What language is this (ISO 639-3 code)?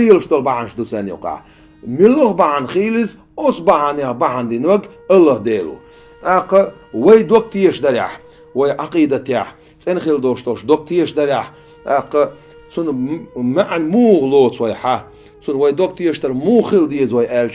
che